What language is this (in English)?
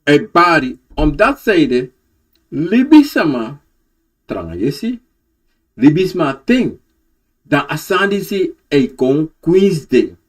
Sranan Tongo